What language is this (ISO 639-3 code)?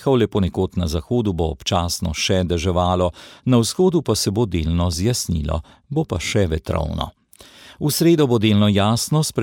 slv